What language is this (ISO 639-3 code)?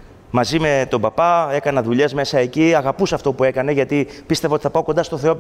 ell